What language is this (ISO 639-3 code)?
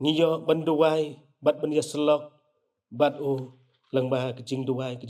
kha